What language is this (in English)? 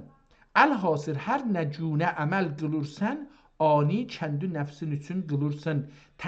South Azerbaijani